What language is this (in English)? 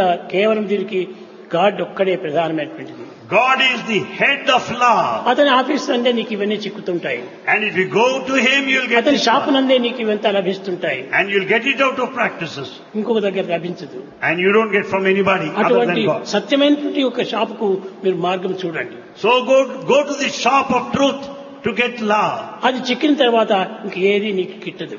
Telugu